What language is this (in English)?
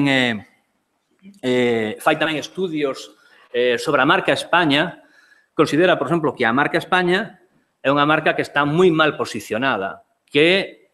Galician